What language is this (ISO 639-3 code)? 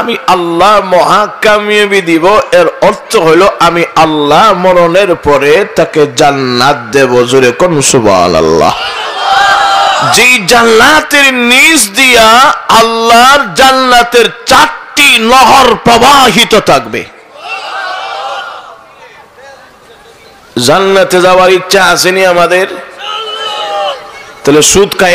ben